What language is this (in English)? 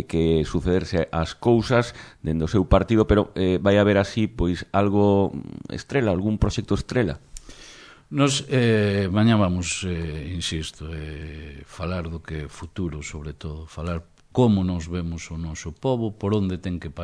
Galician